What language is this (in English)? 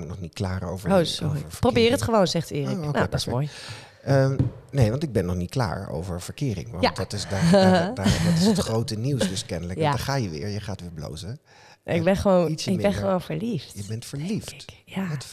Dutch